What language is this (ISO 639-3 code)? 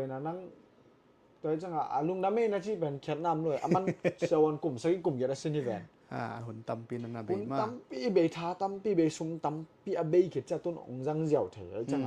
ctd